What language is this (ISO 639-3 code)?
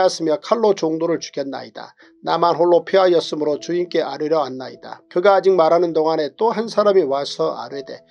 kor